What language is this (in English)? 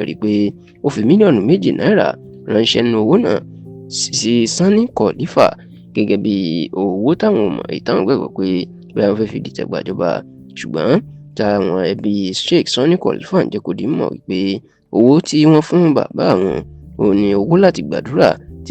Yoruba